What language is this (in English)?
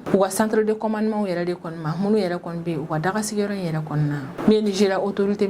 Bambara